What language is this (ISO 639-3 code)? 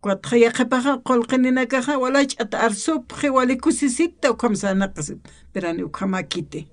aym